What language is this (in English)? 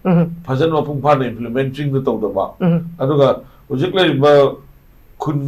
Manipuri